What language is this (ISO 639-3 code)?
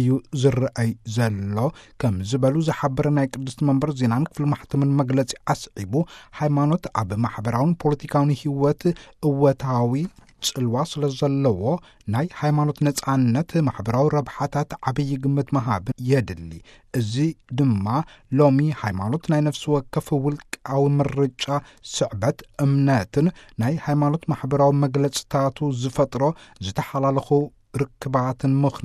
tir